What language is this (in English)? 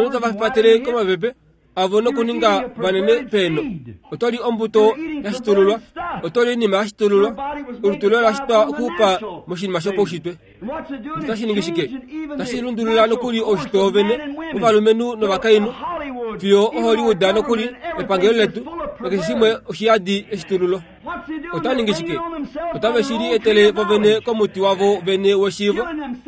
Kuanyama